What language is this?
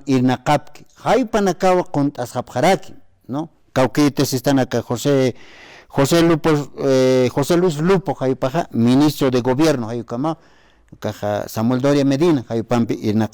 Aymara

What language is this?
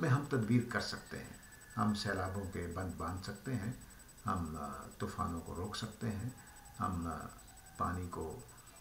Urdu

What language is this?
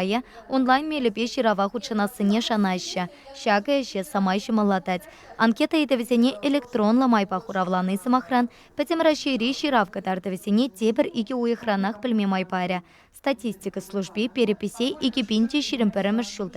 Chuvash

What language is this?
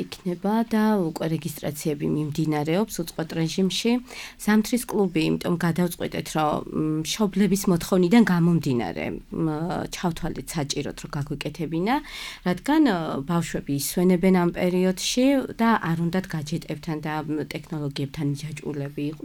Georgian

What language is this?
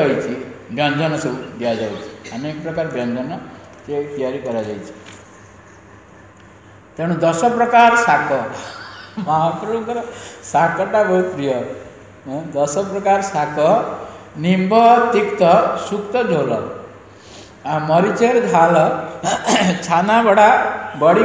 Odia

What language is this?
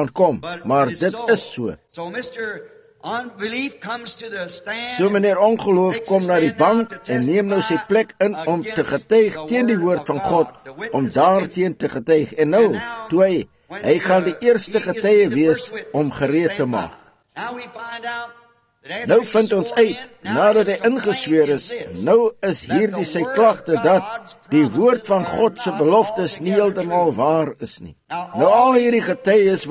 Afrikaans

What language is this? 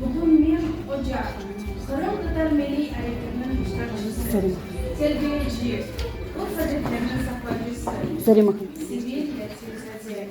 Crimean Tatar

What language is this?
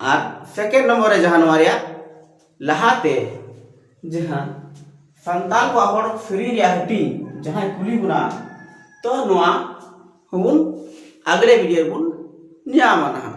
Santali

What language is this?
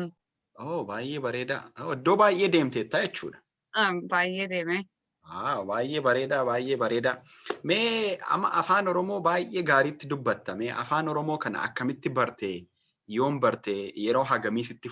Oromo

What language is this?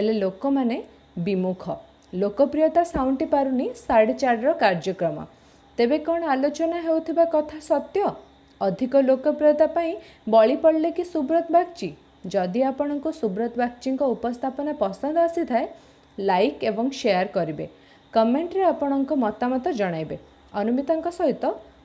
Odia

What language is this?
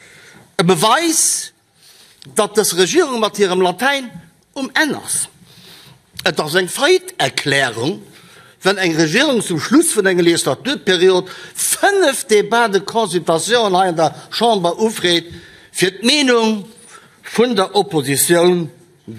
Luxembourgish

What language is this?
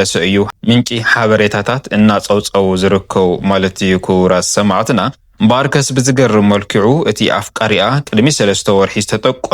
Tigrinya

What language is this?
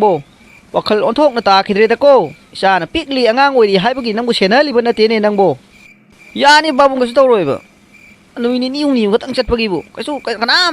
Manipuri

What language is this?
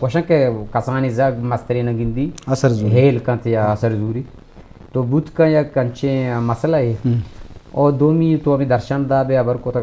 Eastern Balochi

